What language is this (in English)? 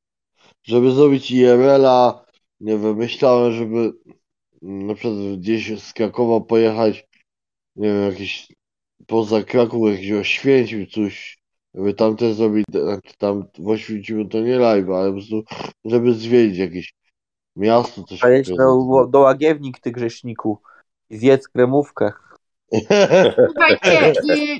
Polish